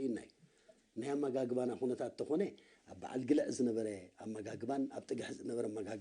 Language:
Tigrinya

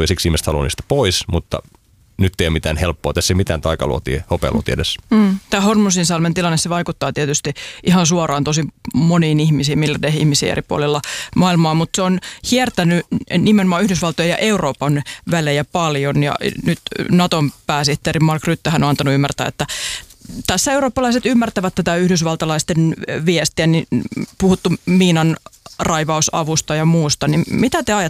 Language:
Finnish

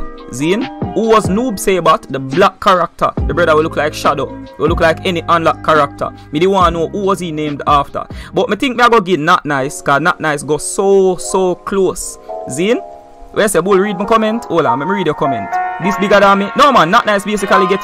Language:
Jamaican Creole English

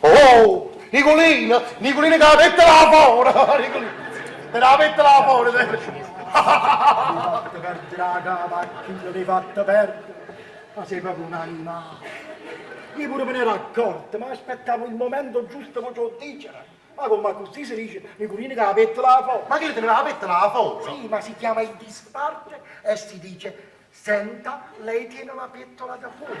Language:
Neapolitan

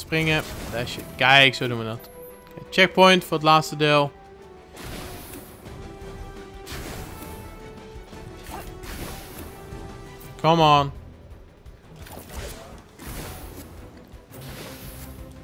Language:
Dutch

